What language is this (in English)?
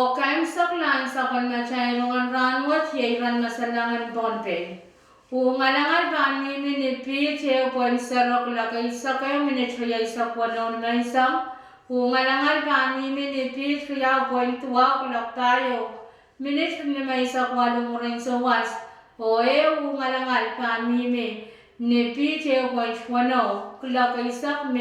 Pohnpeian